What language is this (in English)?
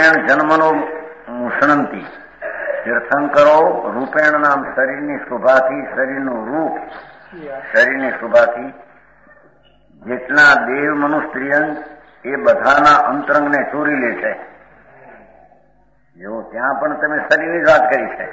Gujarati